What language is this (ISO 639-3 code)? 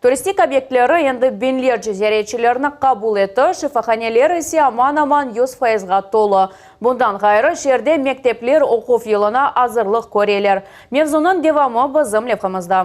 crh